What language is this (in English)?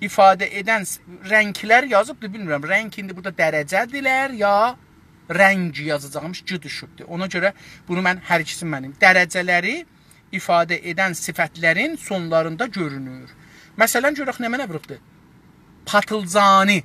South Azerbaijani